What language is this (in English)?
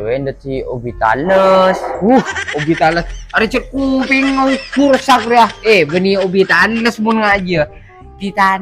Madurese